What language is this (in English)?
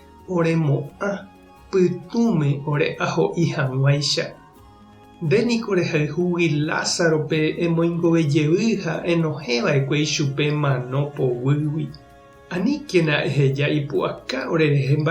Guarani